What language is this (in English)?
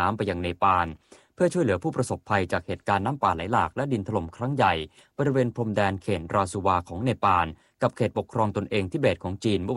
Thai